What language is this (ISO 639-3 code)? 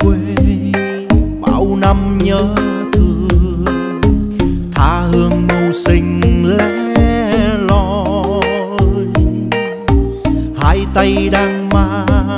vie